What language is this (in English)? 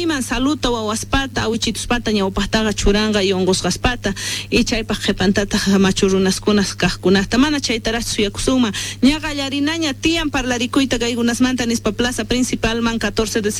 Quechua